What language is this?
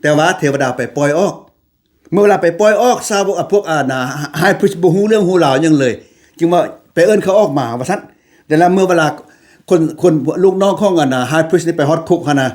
Lao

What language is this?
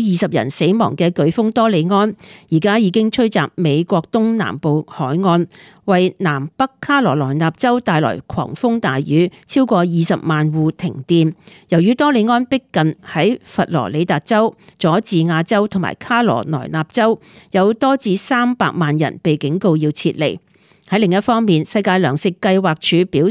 Cantonese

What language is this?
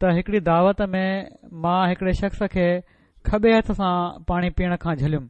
Sindhi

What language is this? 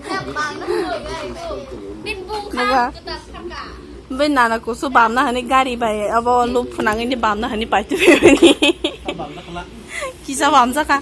Kok Borok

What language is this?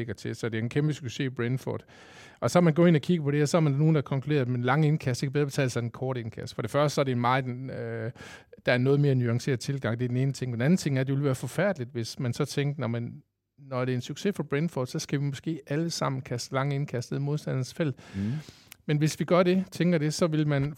Danish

